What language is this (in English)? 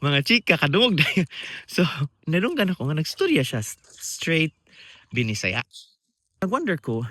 Cebuano